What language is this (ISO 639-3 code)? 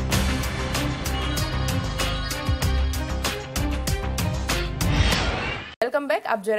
guj